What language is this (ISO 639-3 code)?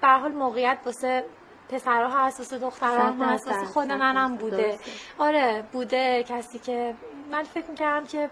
glk